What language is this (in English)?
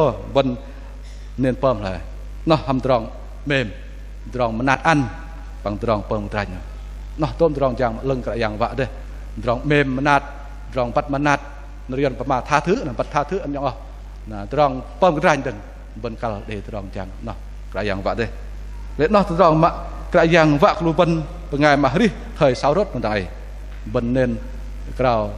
Bahnar